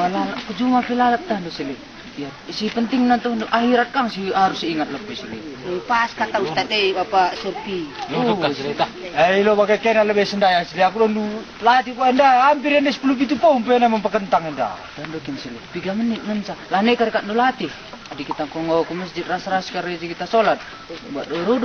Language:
Batak Karo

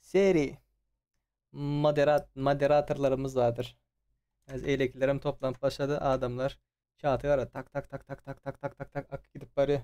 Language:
Turkmen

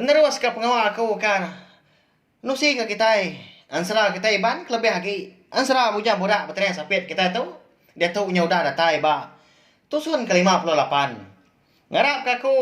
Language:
Iban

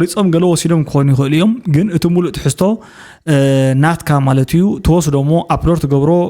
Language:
Tigrinya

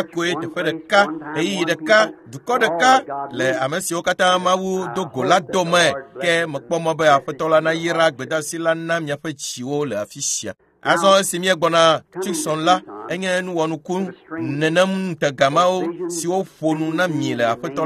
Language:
Ewe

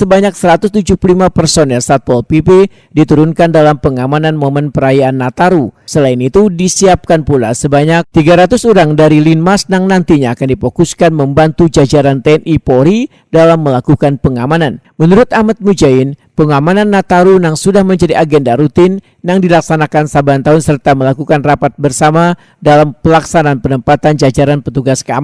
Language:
Banjar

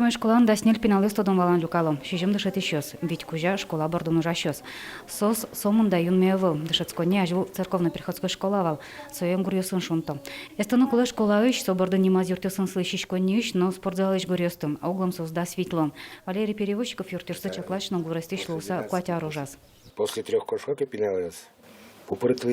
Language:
Udmurt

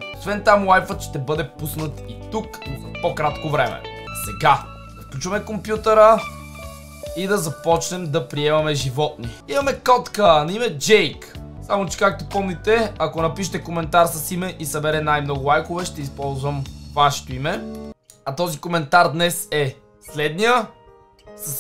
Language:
Bulgarian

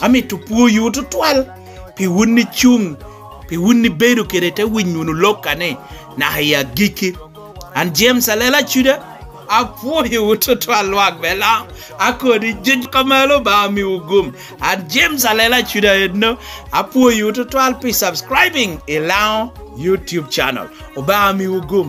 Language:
Lango (Uganda)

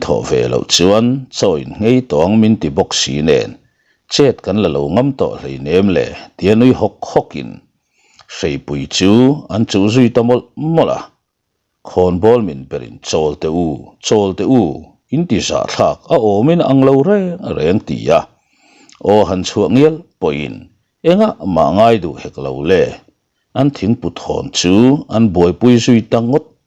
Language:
Mizo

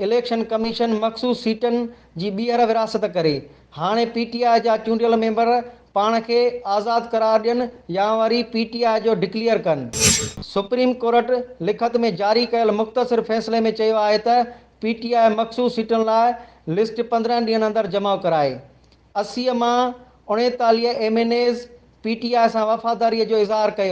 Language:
Sindhi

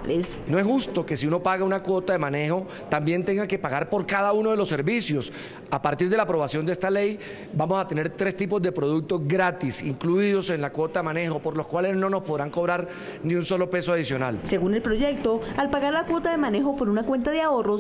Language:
Spanish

